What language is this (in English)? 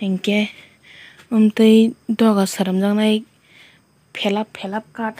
Kok Borok